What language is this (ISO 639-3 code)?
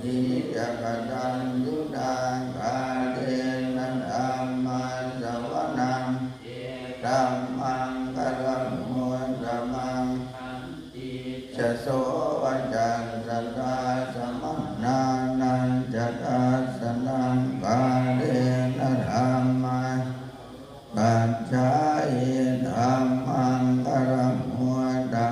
pli